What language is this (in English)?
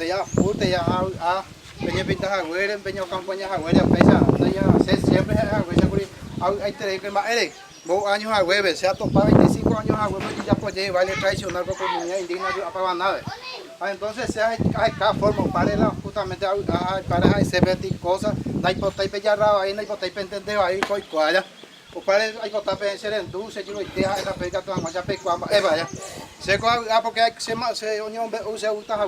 Guarani